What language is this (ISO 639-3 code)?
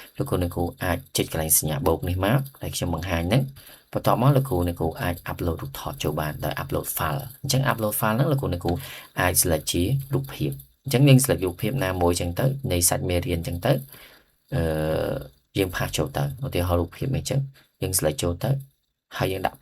khm